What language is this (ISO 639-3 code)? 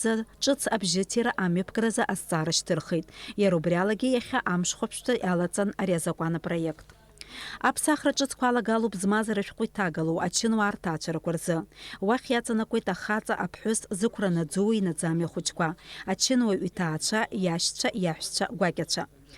abk